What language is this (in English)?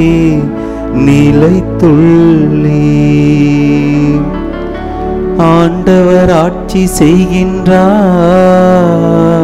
Tamil